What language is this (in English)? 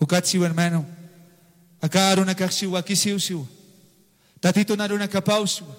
Aymara